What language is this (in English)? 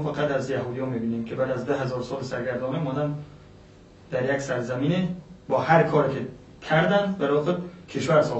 Persian